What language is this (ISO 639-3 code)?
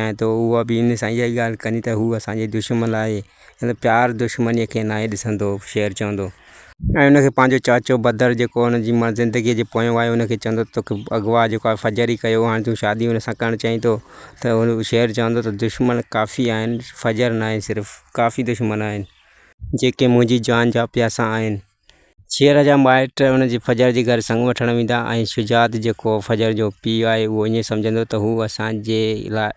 snd